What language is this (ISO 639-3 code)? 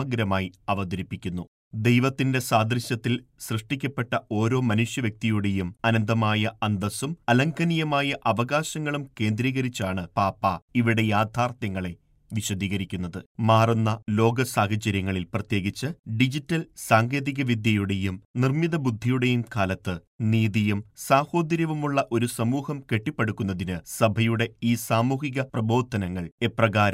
mal